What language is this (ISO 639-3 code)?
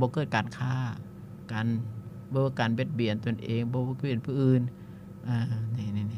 lao